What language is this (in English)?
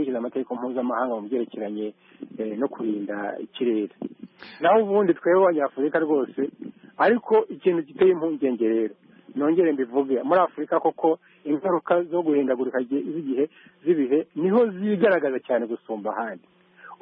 Kinyarwanda